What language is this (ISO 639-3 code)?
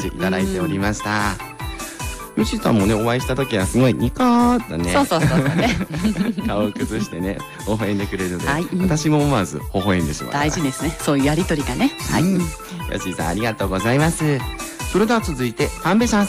jpn